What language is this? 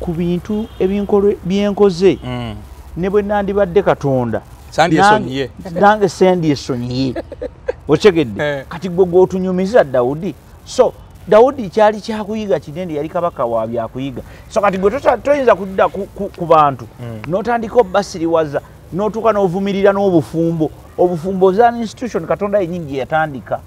Ganda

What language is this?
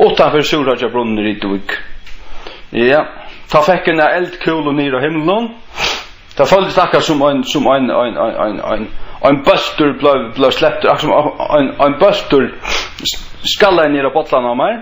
Faroese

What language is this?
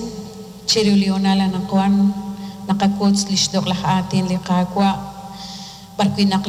Kekchí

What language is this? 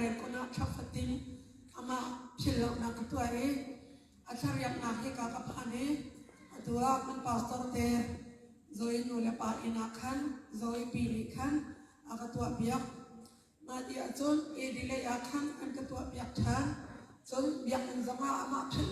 Hakha Chin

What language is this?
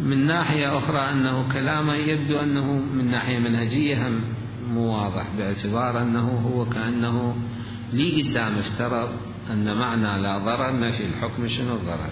Mesopotamian Arabic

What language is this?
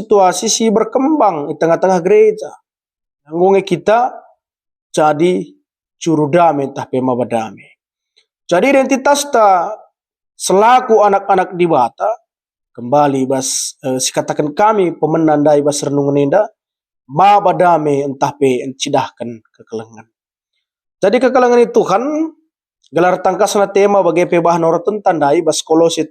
Batak Karo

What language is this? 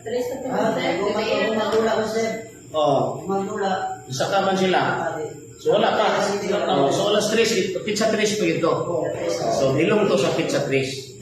Cebuano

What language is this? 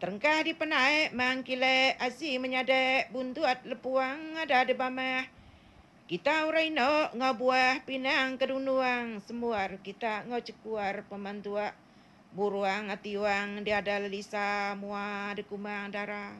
Iban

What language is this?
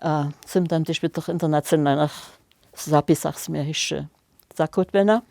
Upper Sorbian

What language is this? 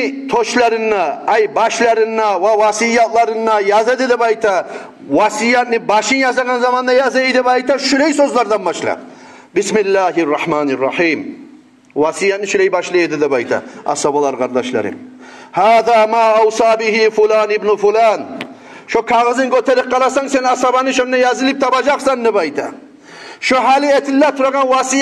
Kumyk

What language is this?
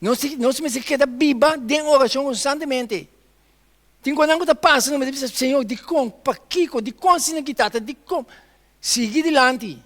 Papiamento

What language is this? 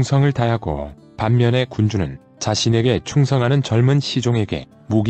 Korean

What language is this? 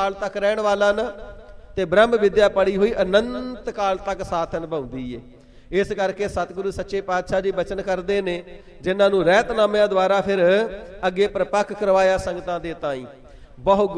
Punjabi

